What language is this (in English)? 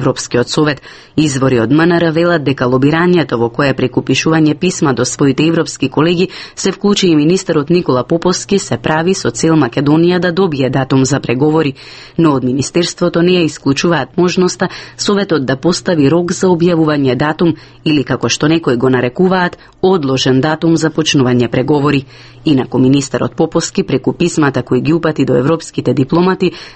Macedonian